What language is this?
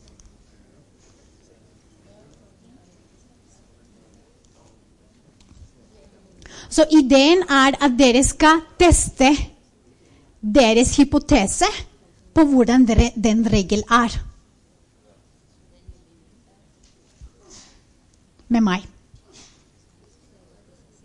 Norwegian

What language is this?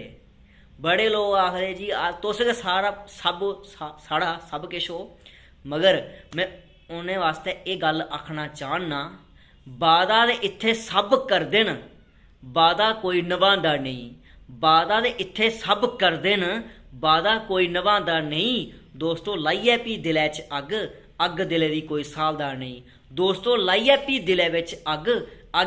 Dogri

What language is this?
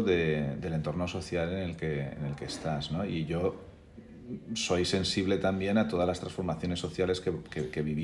Spanish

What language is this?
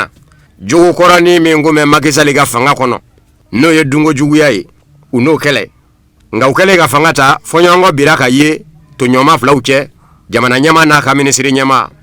Bambara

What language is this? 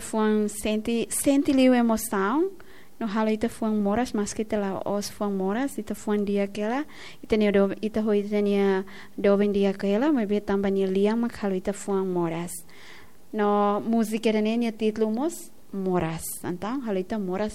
Tetum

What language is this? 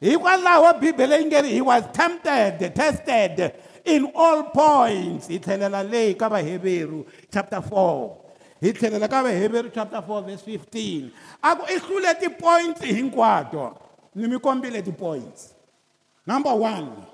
Tsonga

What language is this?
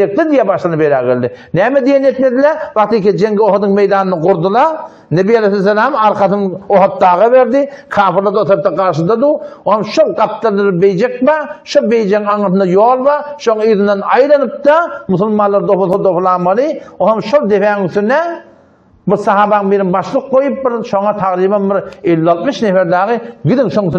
Turkmen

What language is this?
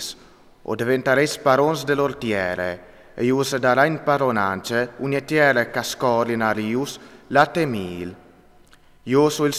Friulian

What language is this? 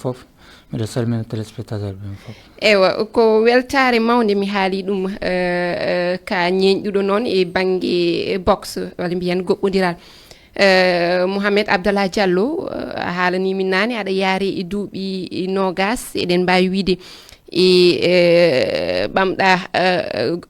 Fula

